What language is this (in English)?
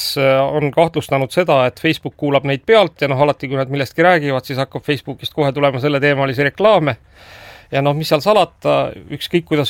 Estonian